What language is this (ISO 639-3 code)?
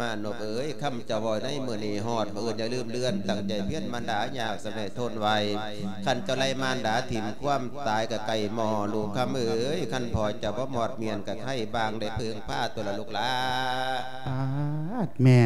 lao